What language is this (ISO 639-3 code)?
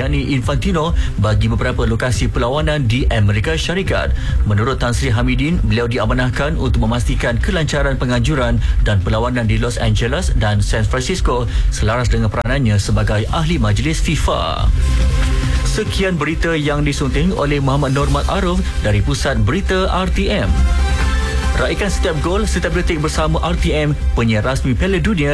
msa